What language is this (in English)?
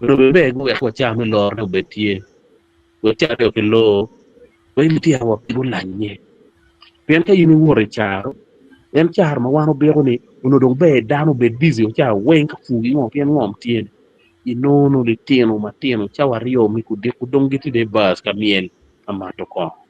Acoli